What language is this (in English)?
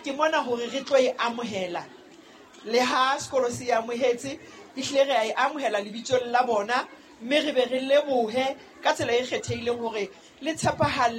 Southern Sotho